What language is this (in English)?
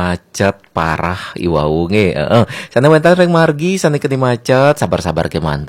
Balinese